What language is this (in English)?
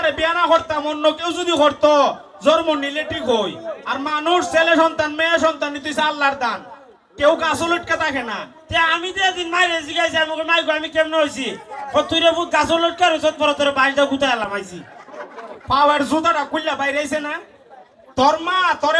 Sylheti